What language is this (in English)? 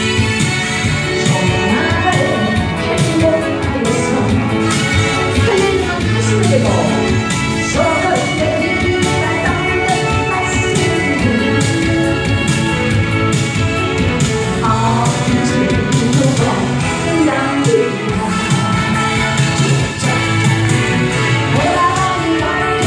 Korean